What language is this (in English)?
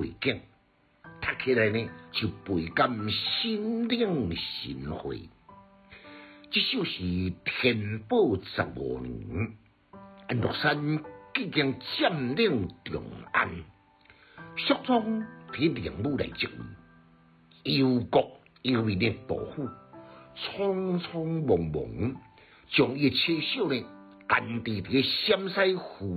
Min Nan Chinese